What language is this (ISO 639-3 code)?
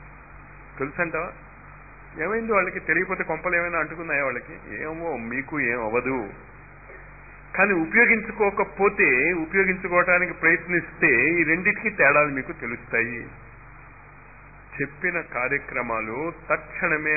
tel